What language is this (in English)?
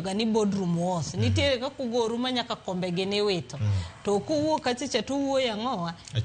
Luo (Kenya and Tanzania)